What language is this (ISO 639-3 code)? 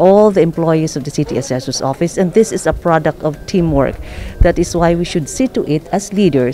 hil